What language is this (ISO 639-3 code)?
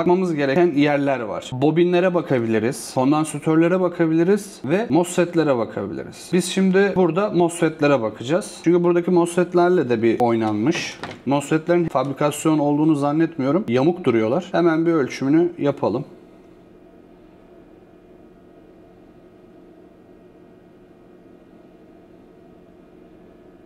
tur